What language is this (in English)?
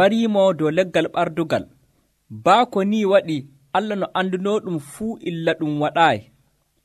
Nigerian Fulfulde